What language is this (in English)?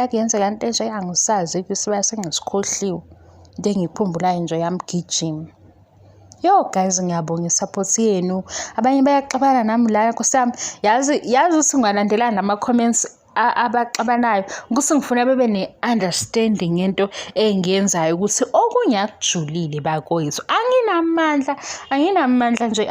Zulu